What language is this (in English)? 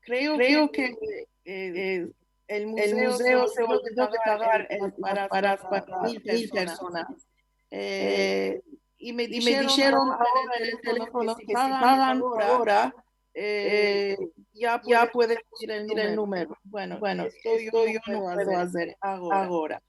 Ladino